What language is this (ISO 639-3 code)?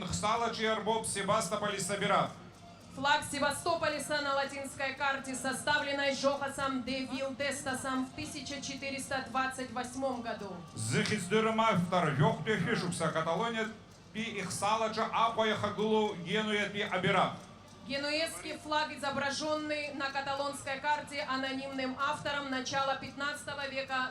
abk